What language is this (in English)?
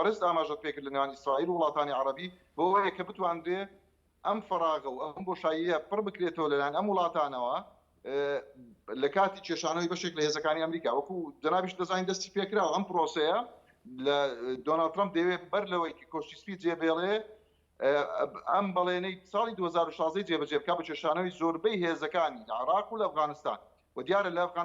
Central Kurdish